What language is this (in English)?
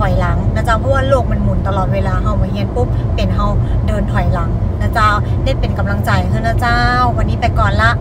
Northern Thai